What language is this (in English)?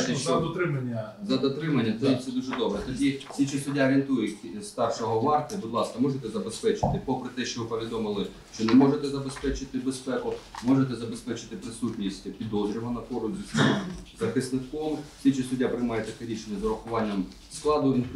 Ukrainian